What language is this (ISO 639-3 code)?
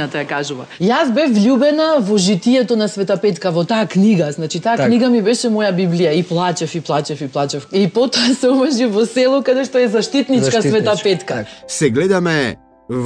mkd